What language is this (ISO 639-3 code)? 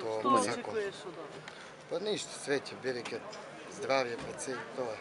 mkd